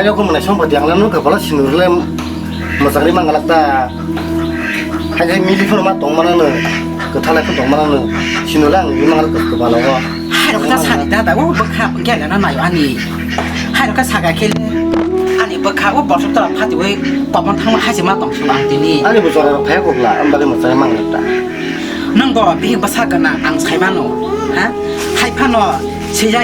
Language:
Kok Borok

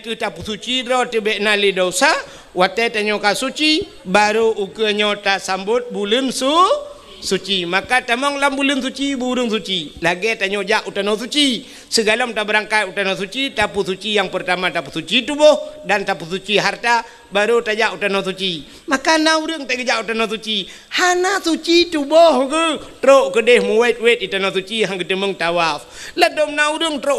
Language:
Achinese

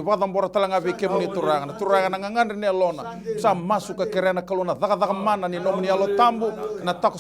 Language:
Fijian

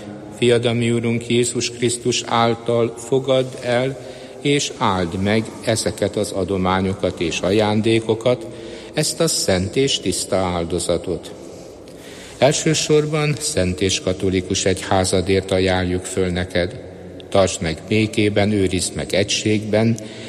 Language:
Hungarian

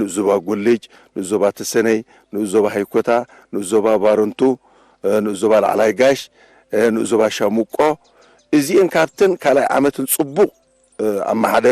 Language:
Tigrinya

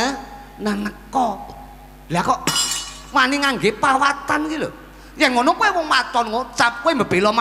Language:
Javanese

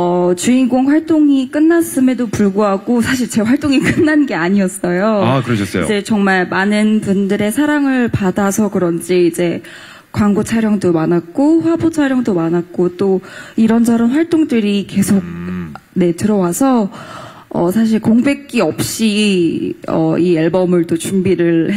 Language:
Korean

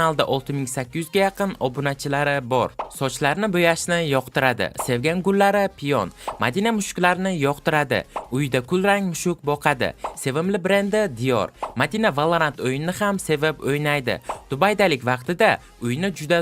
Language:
Uzbek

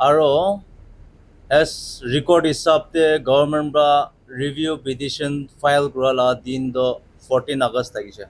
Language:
Naga Pidgin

